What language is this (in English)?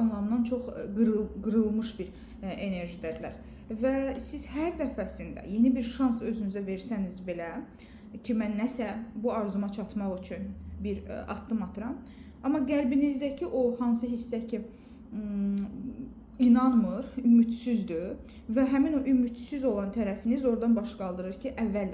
Azerbaijani